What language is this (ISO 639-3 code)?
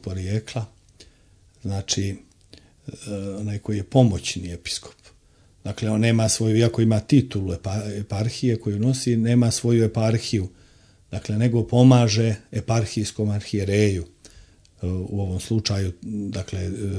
srp